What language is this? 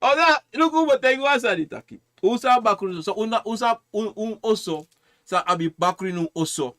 Sranan Tongo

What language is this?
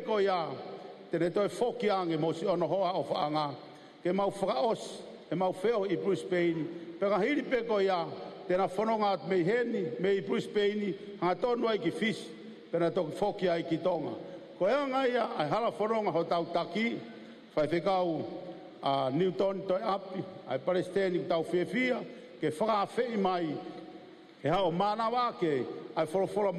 Tongan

